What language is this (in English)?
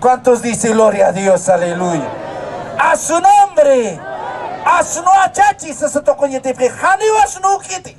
Aymara